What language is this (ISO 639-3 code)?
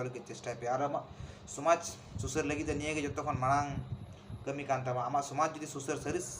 sat